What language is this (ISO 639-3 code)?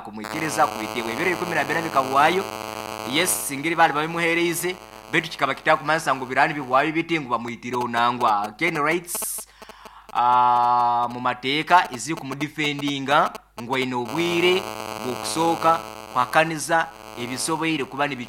nyo